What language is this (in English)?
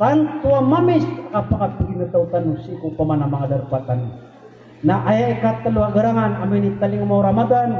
Maranao